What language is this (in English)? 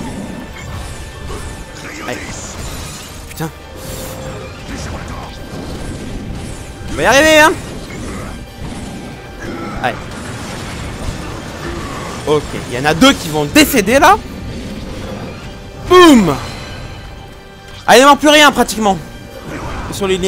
French